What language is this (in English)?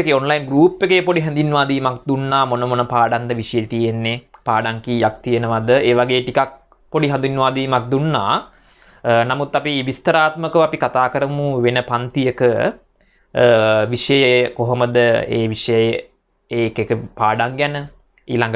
Sinhala